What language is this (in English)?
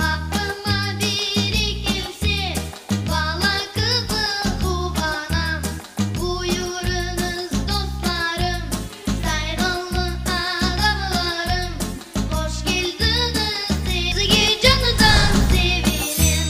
Crimean Tatar